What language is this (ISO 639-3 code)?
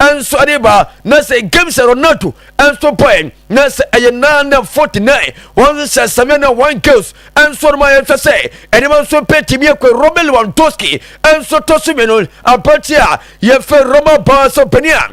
aka